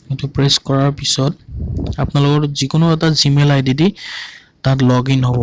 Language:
Assamese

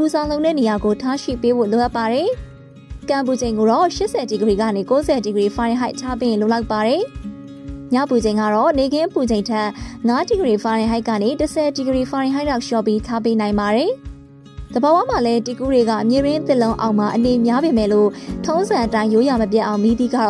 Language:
Burmese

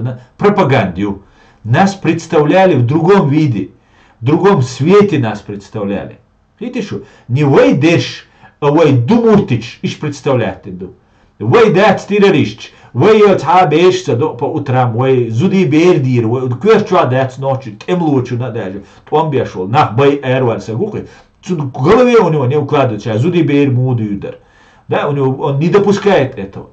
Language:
Chechen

